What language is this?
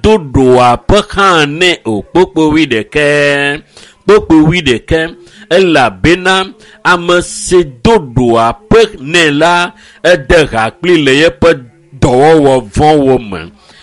Ewe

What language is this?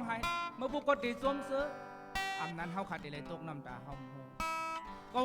Shan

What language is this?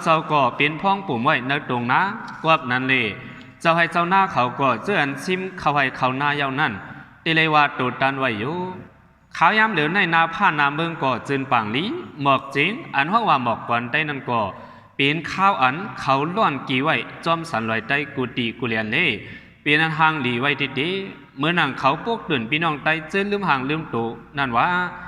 Shan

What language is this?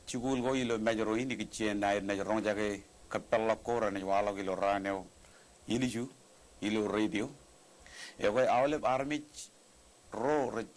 Marshallese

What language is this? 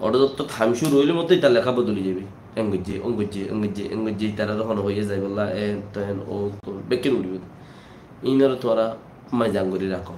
Rohingya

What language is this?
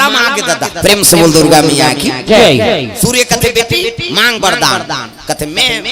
Chhattisgarhi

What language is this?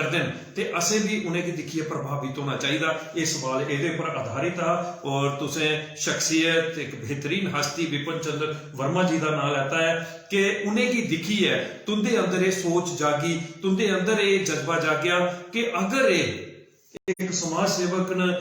Dogri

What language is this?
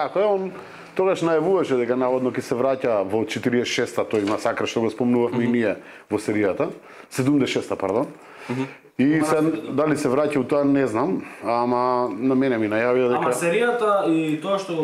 Macedonian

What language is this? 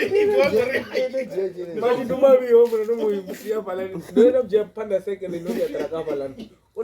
Venda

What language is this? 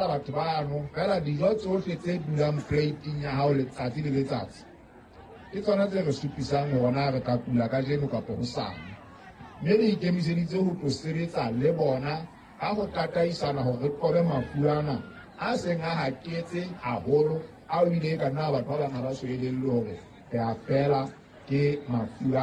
Southern Sotho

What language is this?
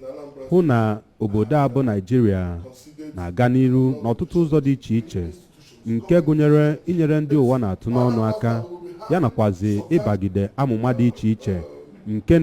Igbo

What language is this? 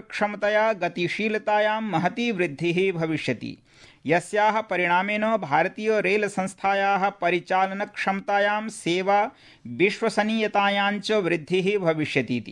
Sanskrit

